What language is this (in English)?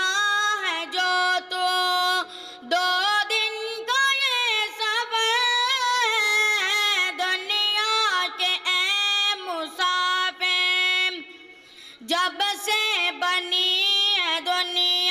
Urdu